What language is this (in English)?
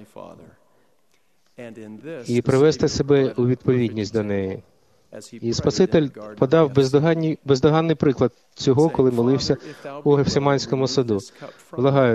Ukrainian